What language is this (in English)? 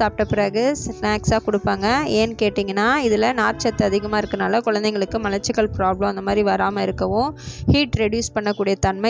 Tamil